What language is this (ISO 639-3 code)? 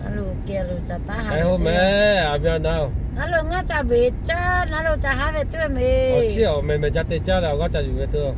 lhu